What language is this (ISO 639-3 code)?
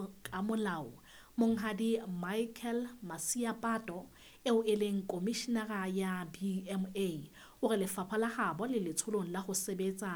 sot